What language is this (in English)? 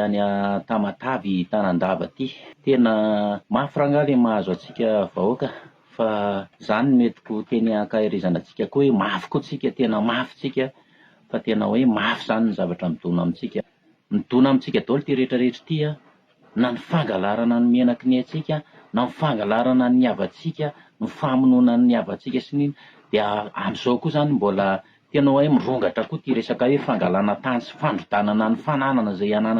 Malagasy